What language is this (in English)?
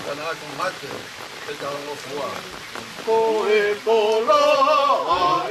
Tongan